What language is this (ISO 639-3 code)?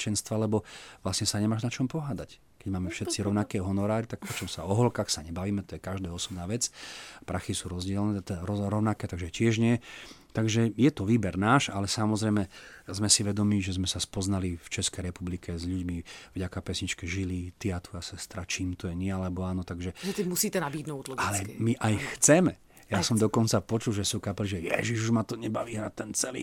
slk